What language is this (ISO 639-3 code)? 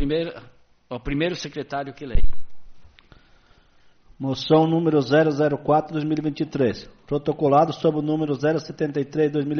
por